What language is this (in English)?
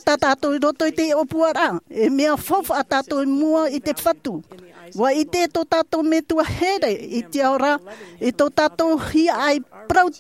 Tahitian